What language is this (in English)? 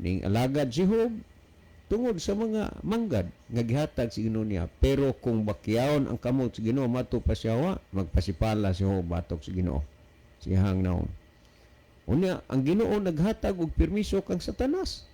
Cebuano